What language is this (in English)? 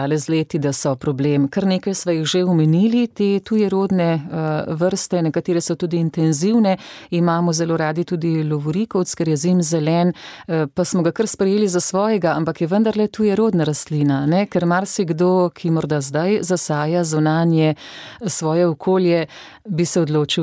Slovenian